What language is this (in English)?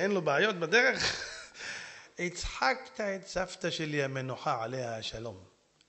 Hebrew